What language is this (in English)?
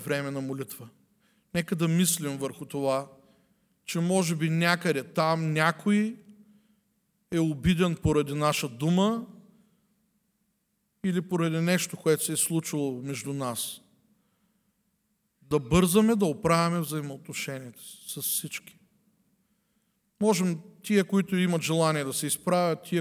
Bulgarian